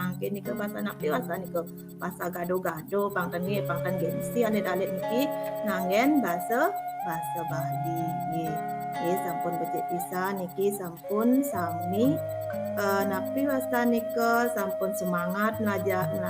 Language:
Balinese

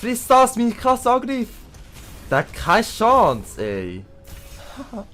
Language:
Swiss German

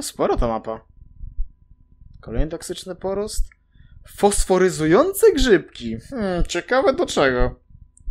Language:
Polish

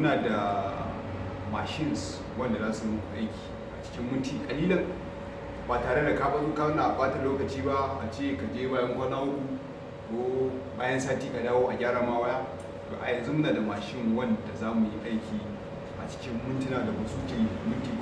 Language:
Hausa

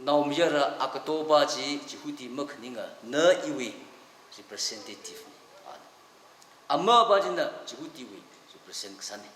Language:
Tangkhul Naga (India)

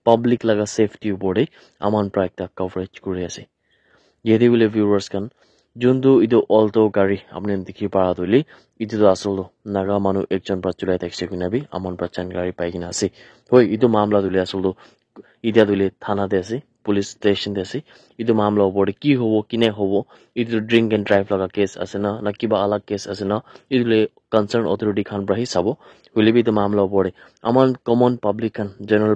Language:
Naga Pidgin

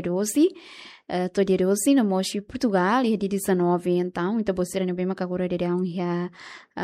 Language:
Tetum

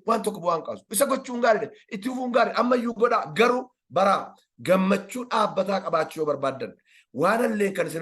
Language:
Oromo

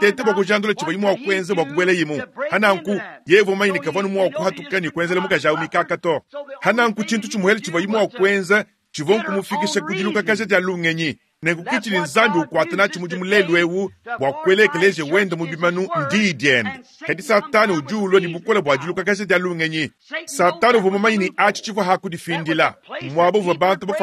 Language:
Luba-Lulua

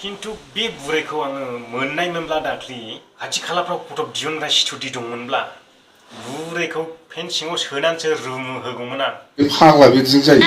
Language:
Bodo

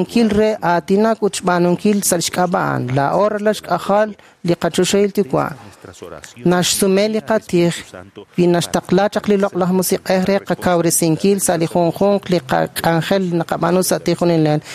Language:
Kekchí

